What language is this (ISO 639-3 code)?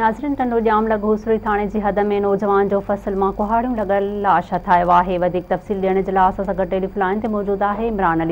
snd